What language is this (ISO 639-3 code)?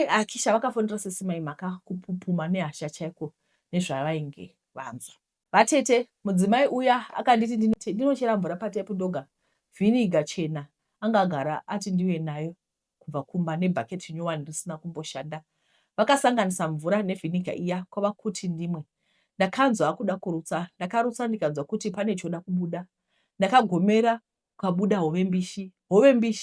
sna